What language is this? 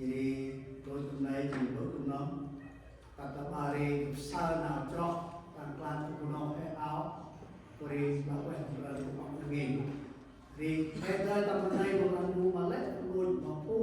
Central Mnong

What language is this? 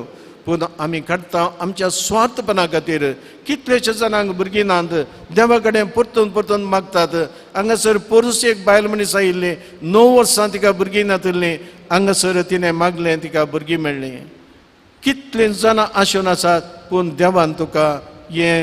Konkani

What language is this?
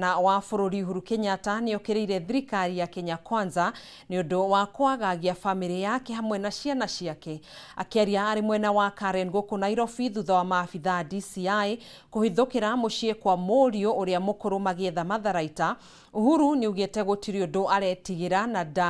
Kikuyu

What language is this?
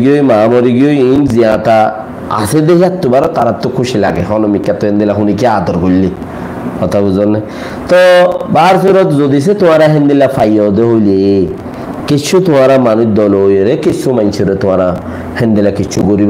Rohingya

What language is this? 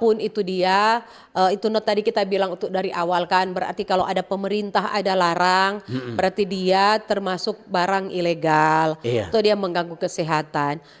Manado Malay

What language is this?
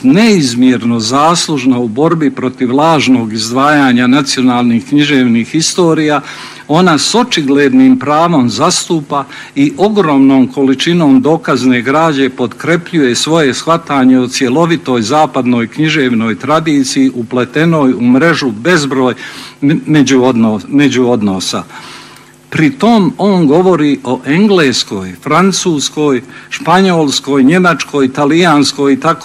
Bosnian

